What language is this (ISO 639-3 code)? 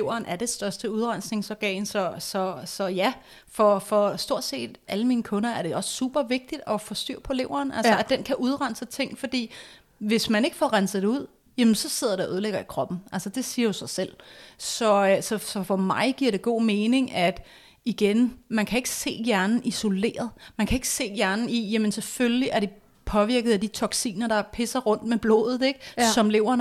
dan